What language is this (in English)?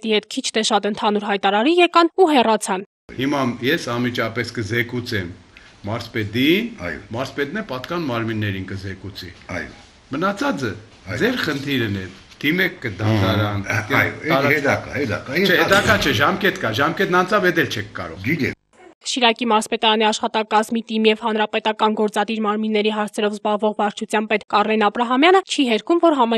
Armenian